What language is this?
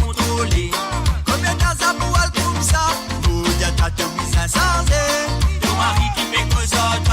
Morisyen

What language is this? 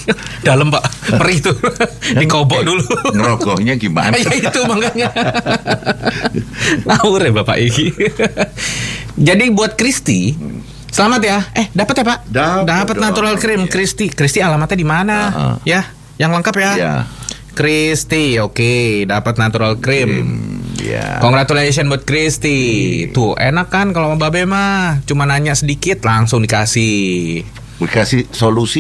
Indonesian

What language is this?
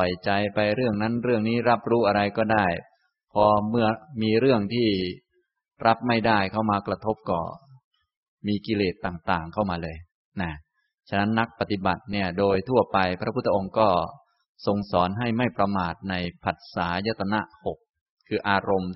Thai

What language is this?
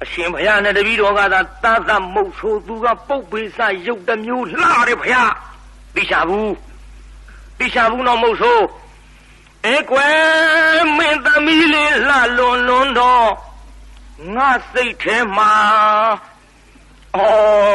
Burmese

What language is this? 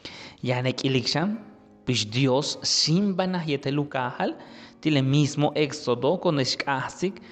Yucateco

